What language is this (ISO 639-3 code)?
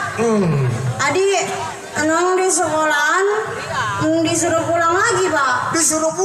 bew